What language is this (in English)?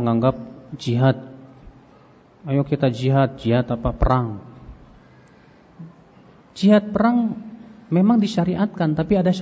Indonesian